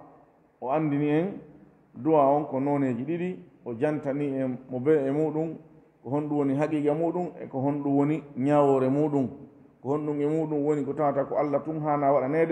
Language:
Fula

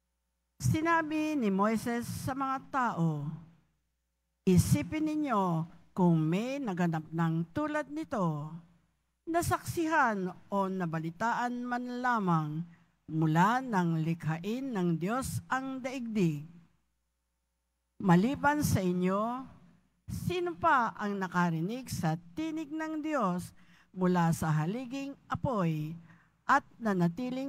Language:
Filipino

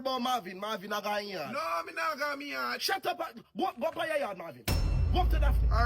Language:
Jamaican Creole English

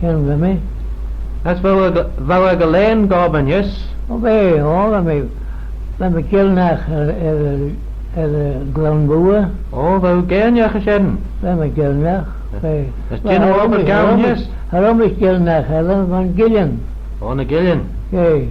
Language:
Manx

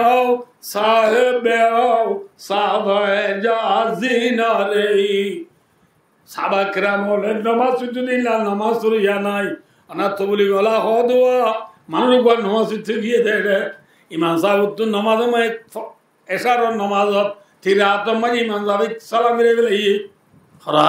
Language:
Rohingya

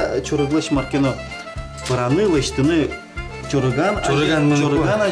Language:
Udmurt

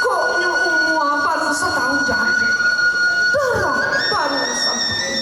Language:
Minangkabau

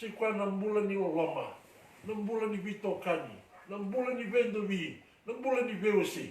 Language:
Fijian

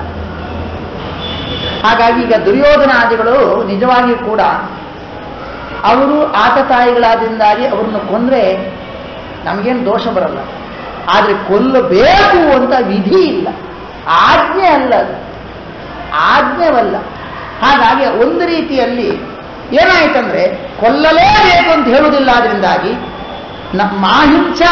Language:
Kannada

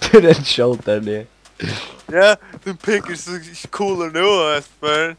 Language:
Faroese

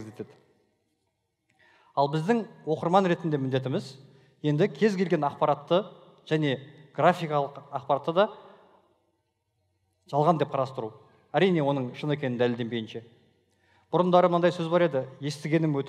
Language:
Kazakh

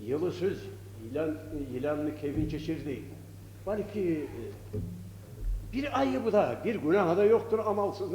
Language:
Kumyk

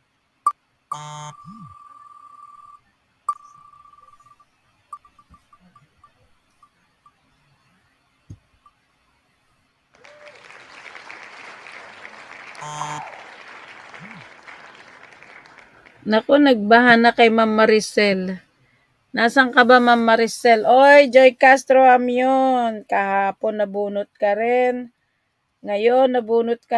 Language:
Filipino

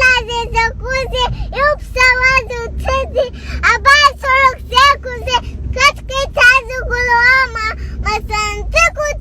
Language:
Abkhazian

